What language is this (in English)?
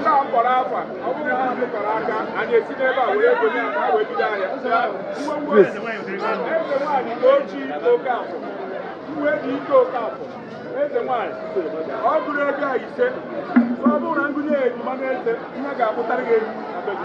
Igbo